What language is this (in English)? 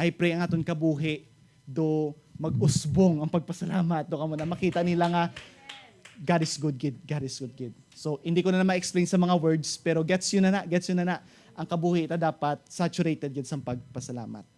Hiligaynon